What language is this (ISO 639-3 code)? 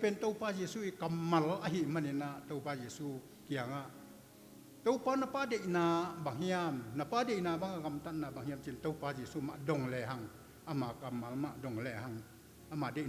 ctd